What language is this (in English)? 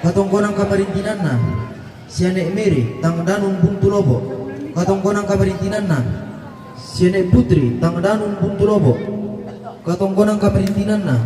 Toraja-Sa'dan